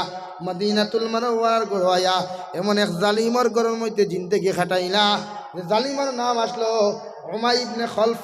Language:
Sylheti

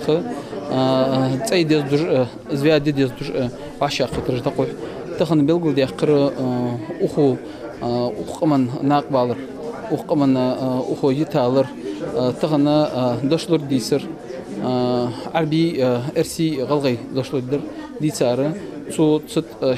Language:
Ingush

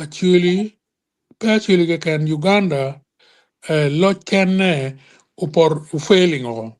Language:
Acoli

